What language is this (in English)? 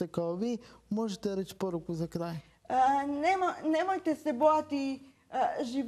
Croatian